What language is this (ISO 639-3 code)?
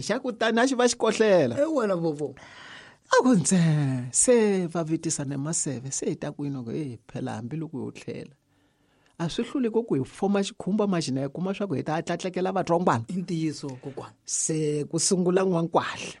tso